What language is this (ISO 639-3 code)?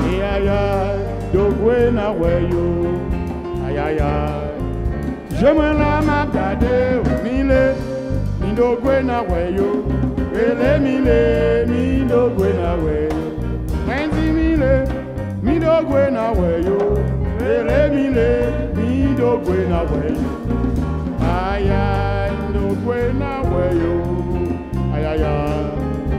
swa